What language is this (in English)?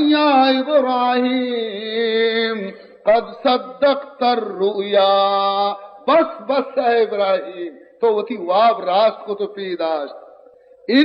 Baluchi